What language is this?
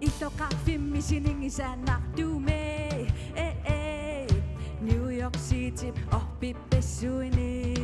Kalaallisut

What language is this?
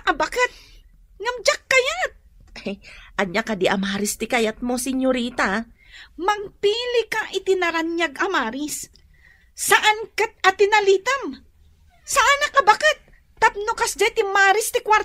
Iloko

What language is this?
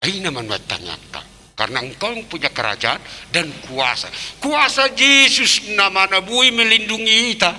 Batak Toba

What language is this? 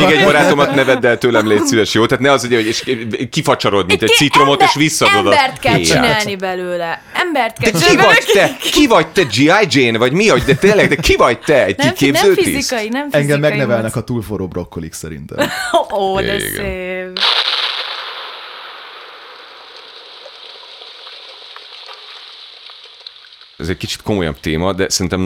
Hungarian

